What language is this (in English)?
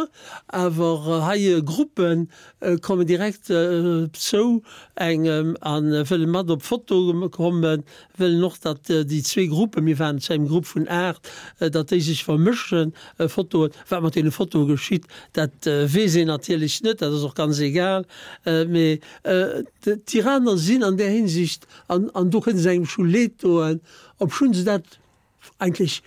Luxembourgish